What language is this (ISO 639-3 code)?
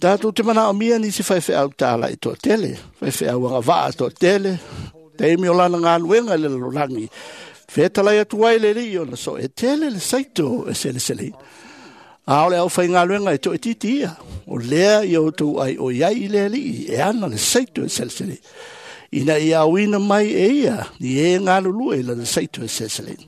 smo